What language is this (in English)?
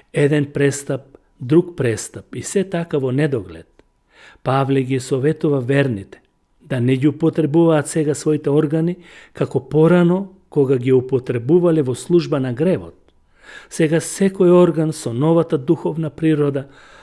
Macedonian